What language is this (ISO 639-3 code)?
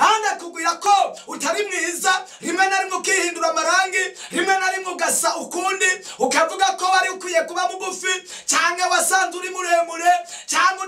run